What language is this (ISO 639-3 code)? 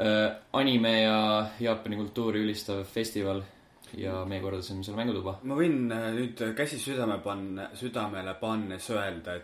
est